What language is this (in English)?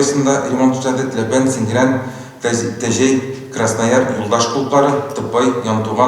Tatar